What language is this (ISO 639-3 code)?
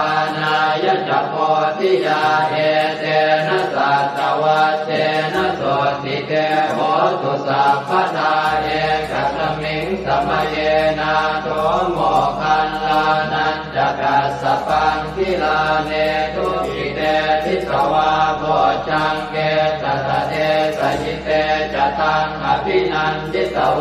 pli